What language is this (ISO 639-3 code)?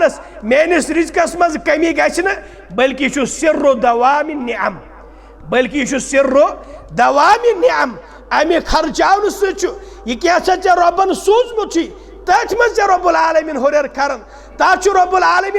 kas